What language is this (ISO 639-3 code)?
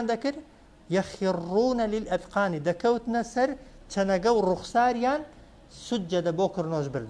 ckb